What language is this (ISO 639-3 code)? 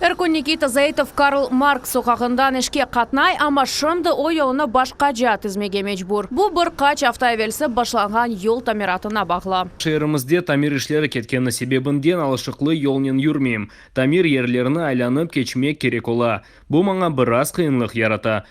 crh